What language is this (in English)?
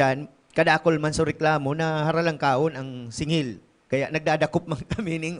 Bikol